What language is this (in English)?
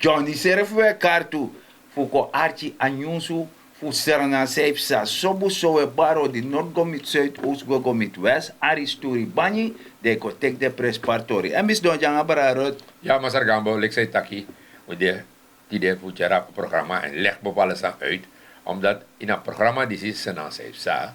Sranan Tongo